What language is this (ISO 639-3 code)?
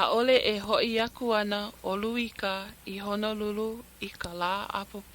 haw